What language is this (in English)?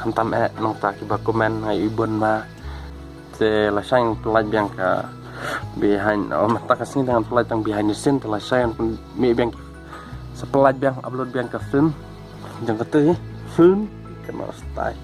Khasi